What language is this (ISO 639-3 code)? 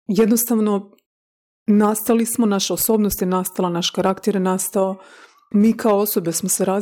hrv